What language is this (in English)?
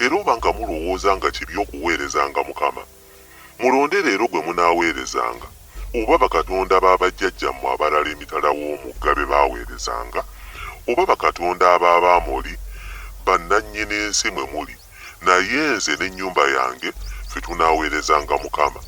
Ganda